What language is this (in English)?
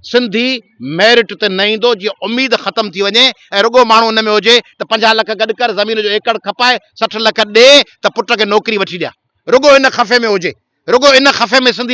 Sindhi